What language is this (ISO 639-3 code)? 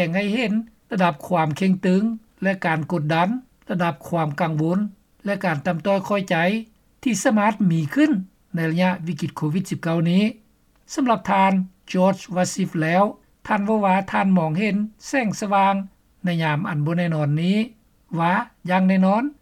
lao